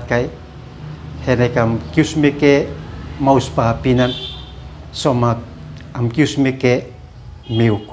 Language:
Uab Meto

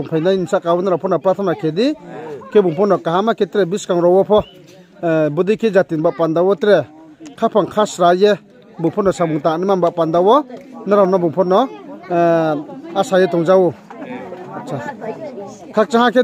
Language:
Riang (India)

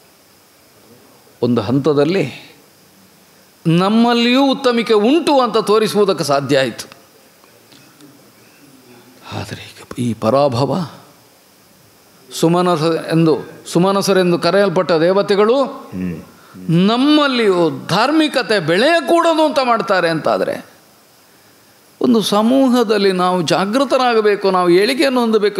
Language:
Kannada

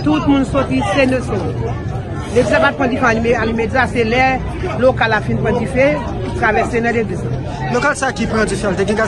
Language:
Haitian Creole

